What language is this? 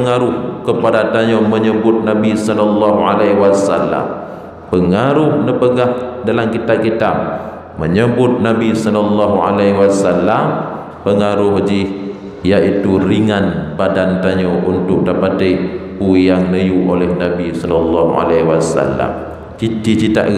Achinese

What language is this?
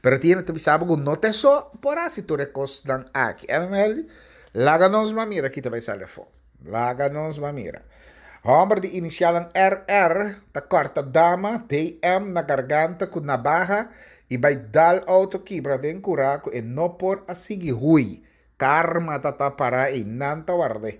Papiamento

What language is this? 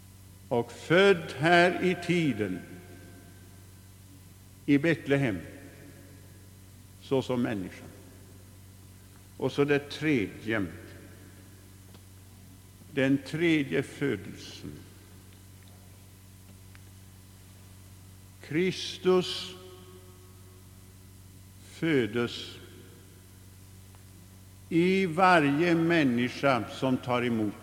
Swedish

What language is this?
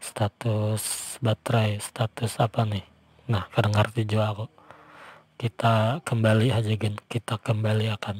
Banjar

